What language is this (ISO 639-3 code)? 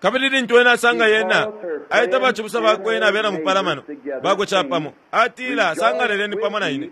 bem